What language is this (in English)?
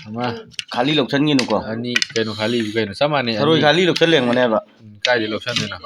Manipuri